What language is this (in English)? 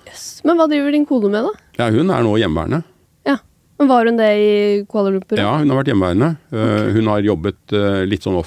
Norwegian